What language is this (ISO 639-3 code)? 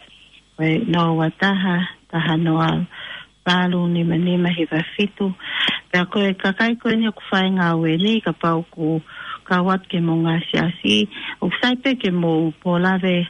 ton